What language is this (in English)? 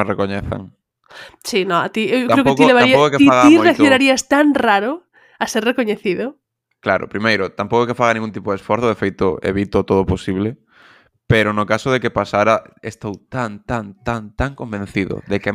Galician